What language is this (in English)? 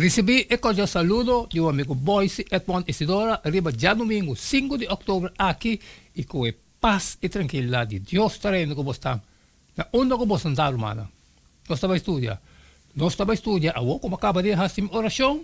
Papiamento